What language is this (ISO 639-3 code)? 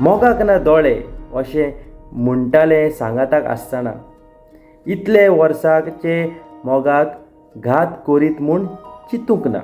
kok